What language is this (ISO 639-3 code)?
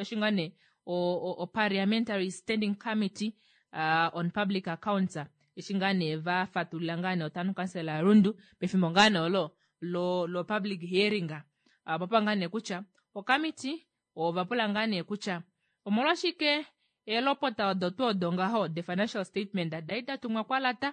kua